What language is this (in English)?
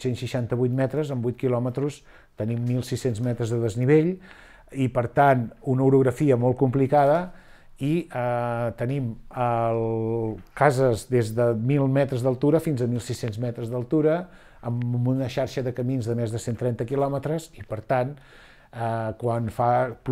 Catalan